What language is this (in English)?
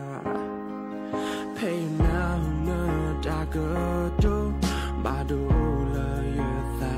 S'gaw Karen